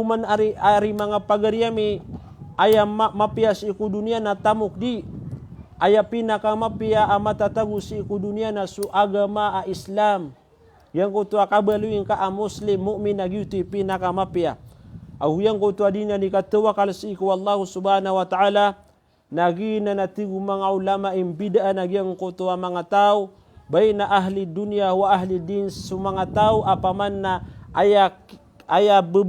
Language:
Maranao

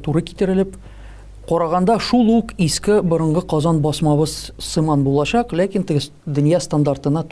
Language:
Tatar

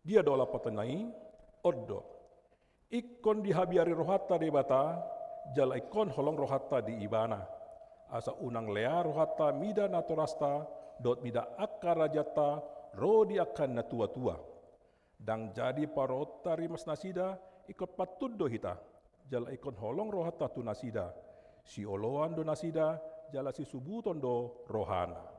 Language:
Batak Toba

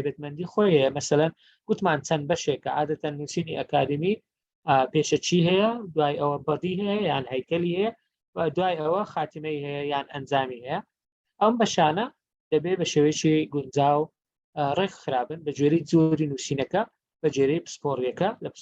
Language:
Central Kurdish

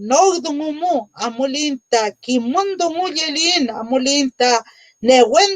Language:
Mapuche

